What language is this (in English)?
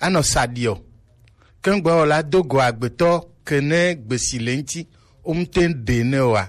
Gen